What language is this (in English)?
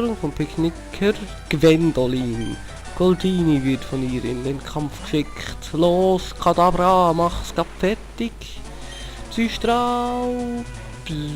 Swiss German